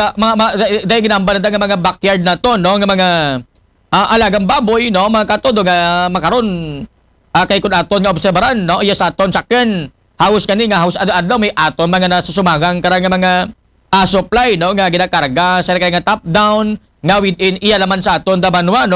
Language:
Aklanon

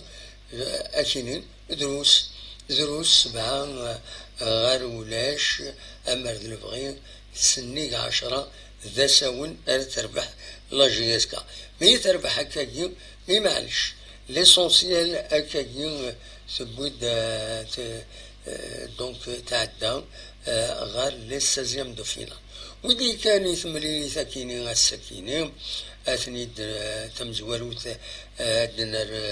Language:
Kabyle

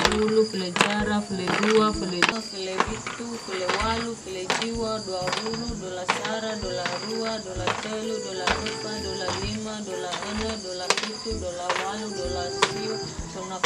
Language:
Nias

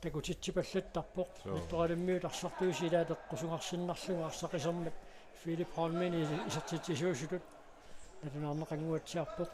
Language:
Kalaallisut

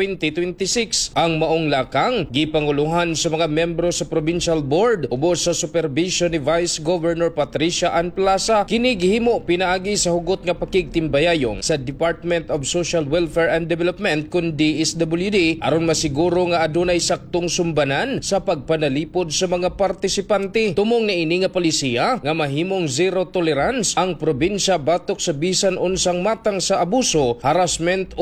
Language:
Cebuano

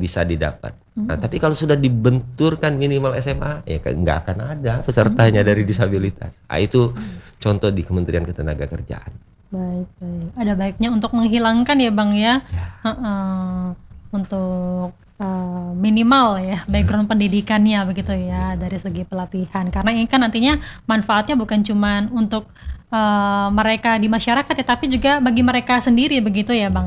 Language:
Indonesian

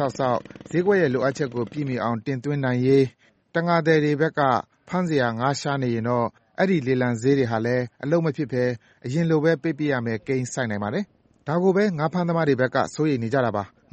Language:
Burmese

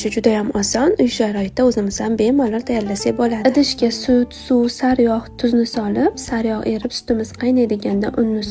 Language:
Uzbek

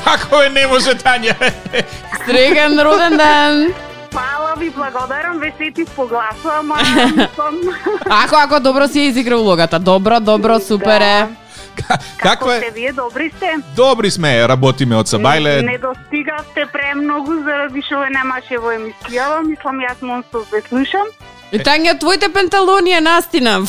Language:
Macedonian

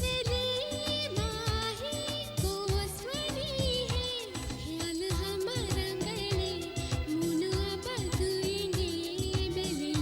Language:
Divehi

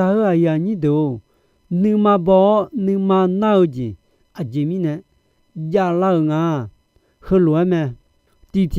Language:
Akha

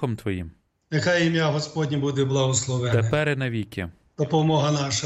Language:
Ukrainian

